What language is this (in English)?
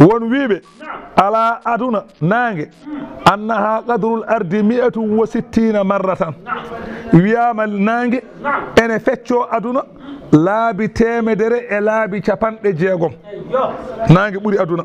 Fula